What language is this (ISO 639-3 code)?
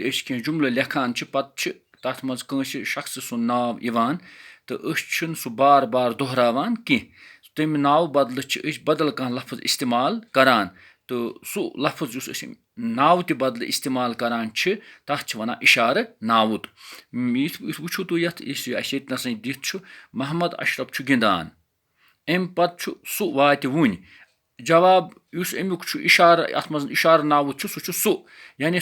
kas